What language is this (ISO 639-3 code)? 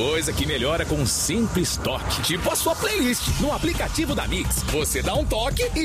por